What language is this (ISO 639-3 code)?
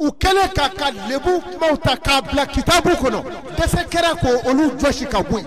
bam